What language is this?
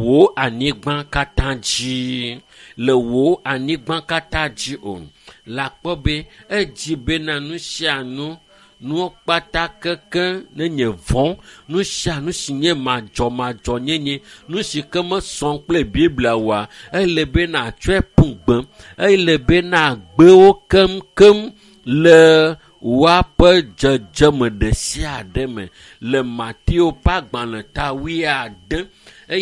Ewe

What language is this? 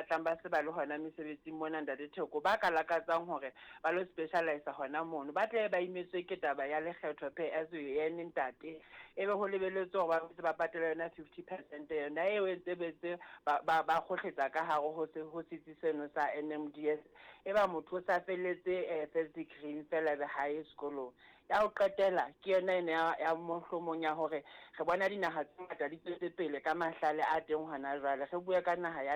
Southern Sotho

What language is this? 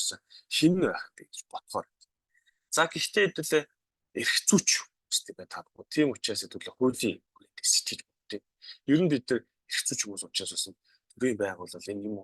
Mongolian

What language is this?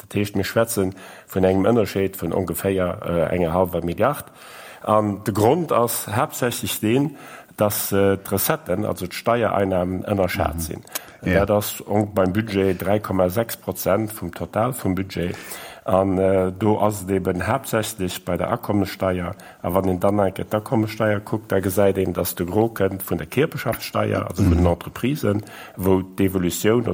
Luxembourgish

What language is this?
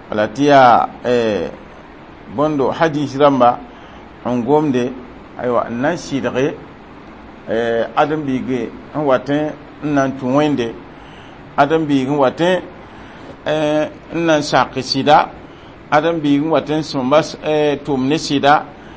Mossi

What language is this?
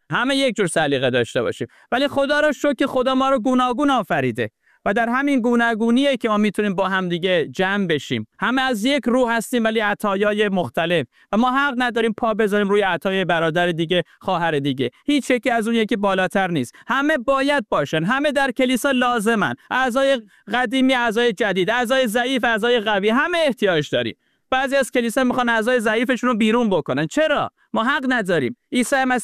Persian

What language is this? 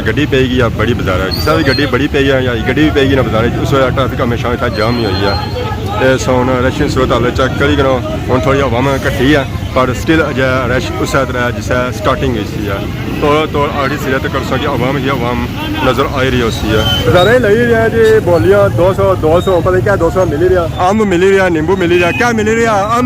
Pahari-Potwari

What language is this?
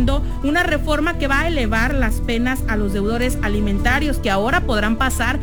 Spanish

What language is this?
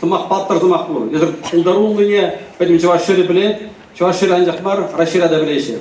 Chuvash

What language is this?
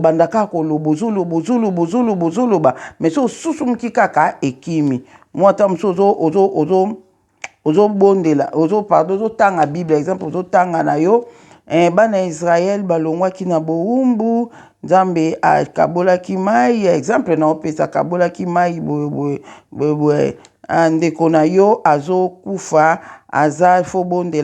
Lingala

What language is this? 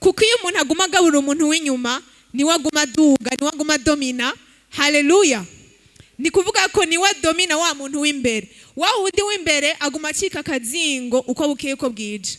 Rundi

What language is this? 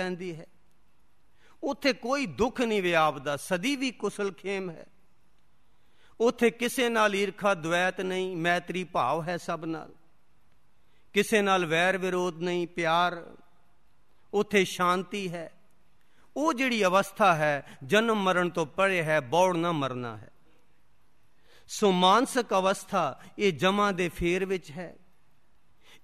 Punjabi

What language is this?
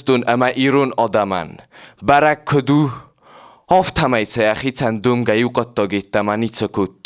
Ossetic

